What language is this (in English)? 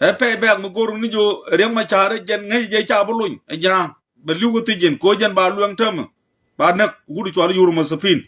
Nuer